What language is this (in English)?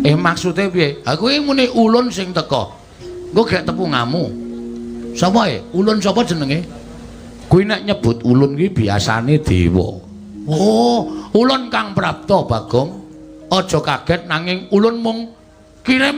Javanese